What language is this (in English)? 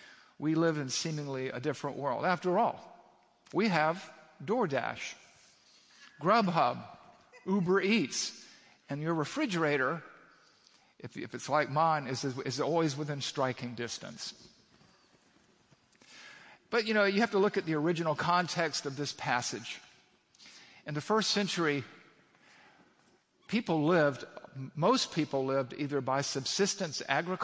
English